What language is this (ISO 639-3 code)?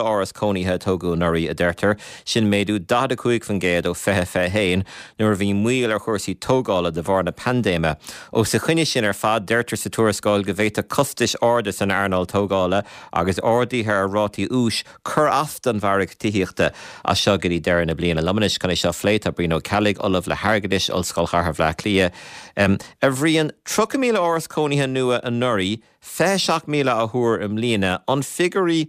gle